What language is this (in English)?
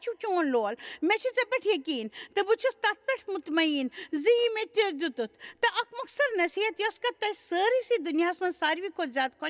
Kashmiri